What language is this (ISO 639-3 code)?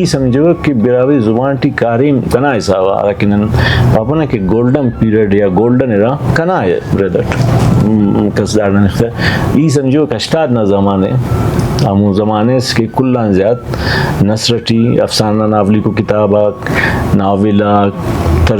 brh